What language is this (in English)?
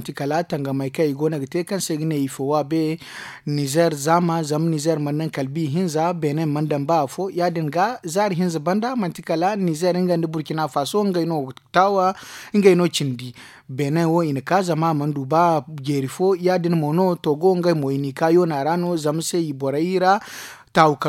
Zarma